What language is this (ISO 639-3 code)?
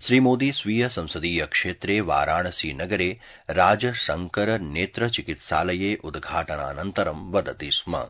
san